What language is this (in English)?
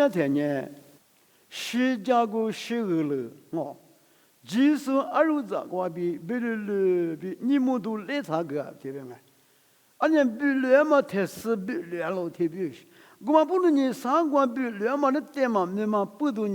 Lisu